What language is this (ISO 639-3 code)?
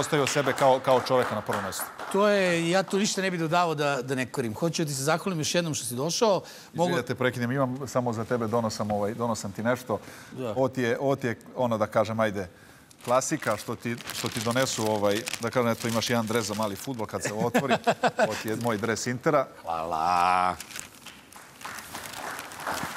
srp